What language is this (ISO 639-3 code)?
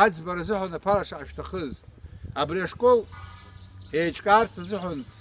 abk